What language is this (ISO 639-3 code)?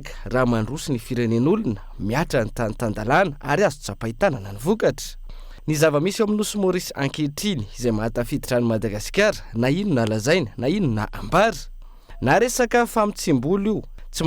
mlg